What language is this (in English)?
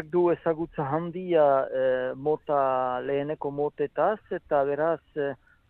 Basque